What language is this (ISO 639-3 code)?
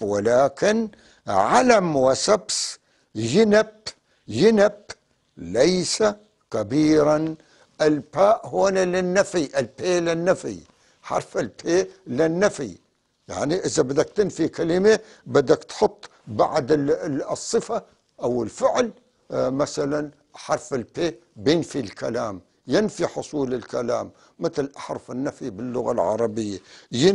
apc